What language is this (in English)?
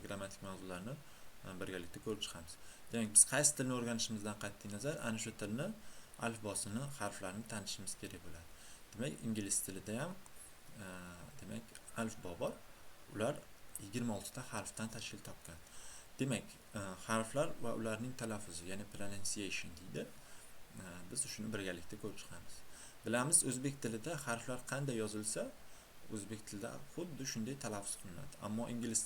Uzbek